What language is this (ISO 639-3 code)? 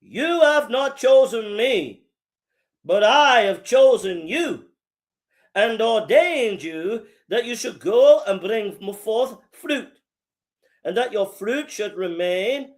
eng